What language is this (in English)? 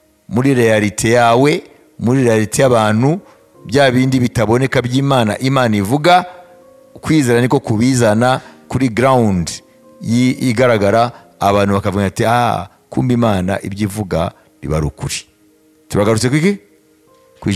Kinyarwanda